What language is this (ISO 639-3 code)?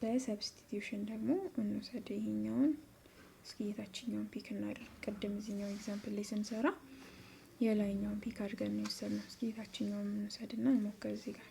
amh